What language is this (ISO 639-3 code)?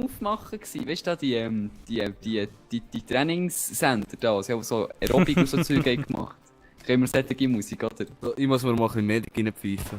gsw